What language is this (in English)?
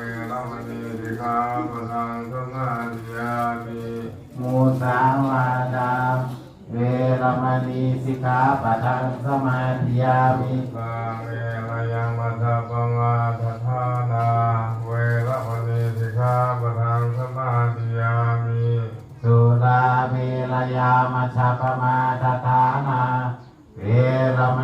Pali